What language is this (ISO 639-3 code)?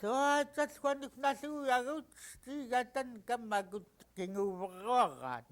esu